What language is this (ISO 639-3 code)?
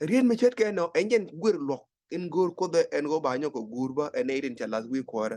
nus